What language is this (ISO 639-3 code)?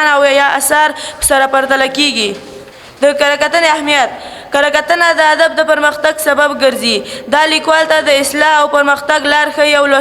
pus